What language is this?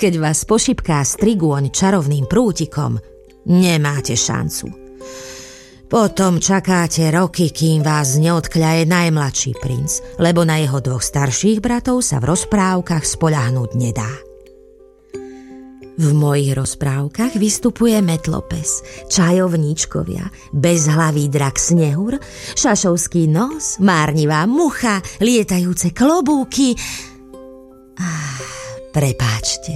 Slovak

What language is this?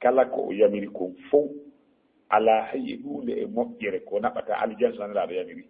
Fula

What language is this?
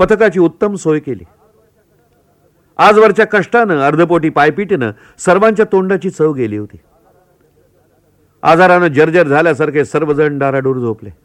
Marathi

